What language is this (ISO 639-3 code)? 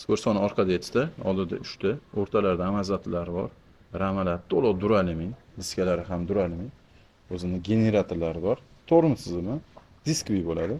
uzb